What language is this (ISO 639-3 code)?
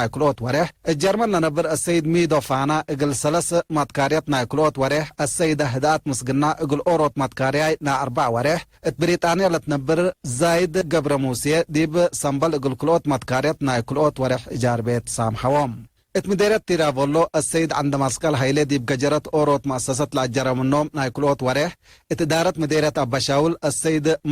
tig